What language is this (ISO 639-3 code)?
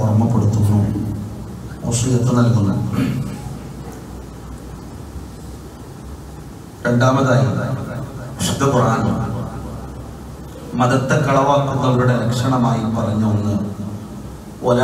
mal